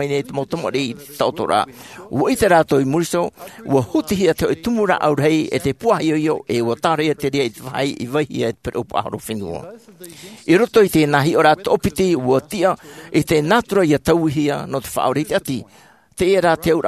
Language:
Tahitian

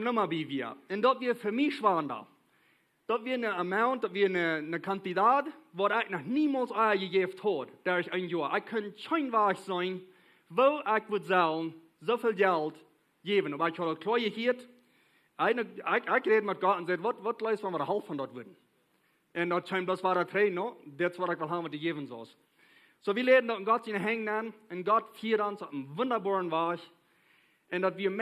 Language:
Plautdietsch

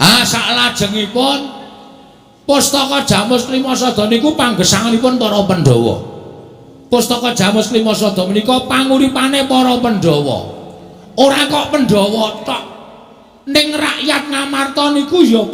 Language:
Javanese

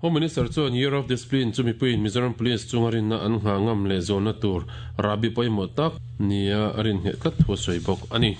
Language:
Mizo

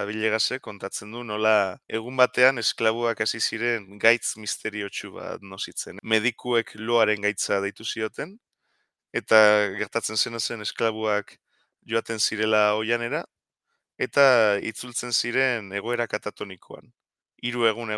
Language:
Basque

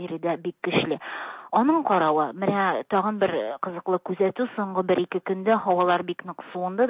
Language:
Tatar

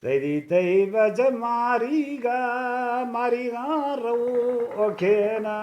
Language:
Eastern Balochi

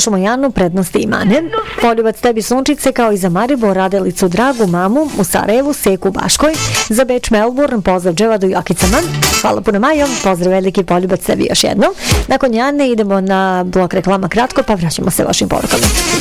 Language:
Bosnian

